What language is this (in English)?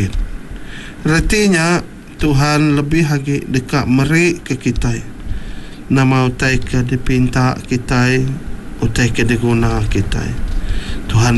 Iban